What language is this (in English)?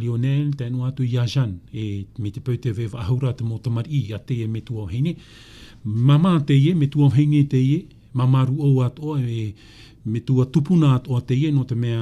Tahitian